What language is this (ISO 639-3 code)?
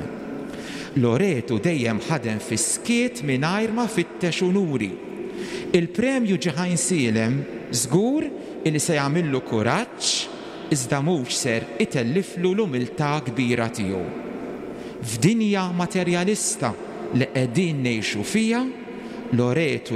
mlt